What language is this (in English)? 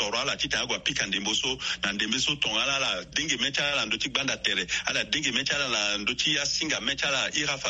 Sango